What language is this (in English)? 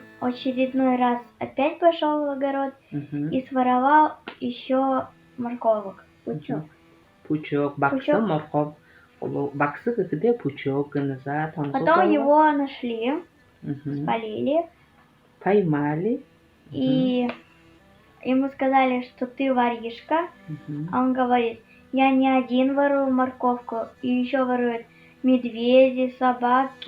Buriat